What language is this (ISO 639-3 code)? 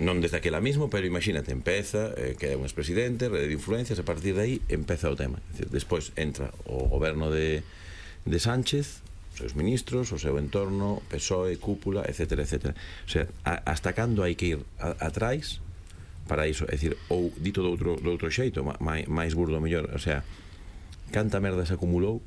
glg